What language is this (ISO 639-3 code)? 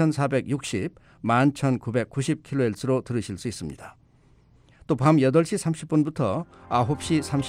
kor